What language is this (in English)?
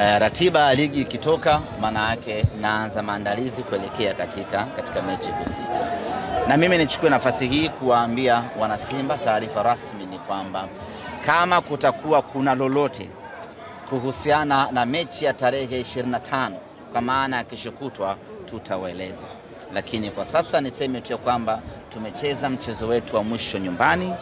Swahili